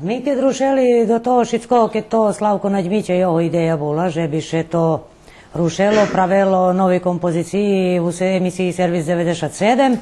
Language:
Rusyn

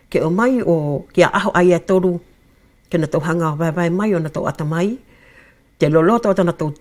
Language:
Wallisian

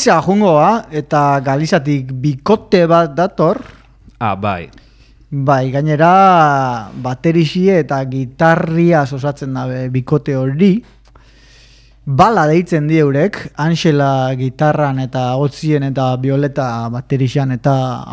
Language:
Basque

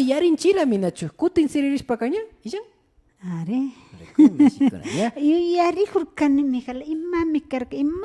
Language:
Imbabura Highland Quichua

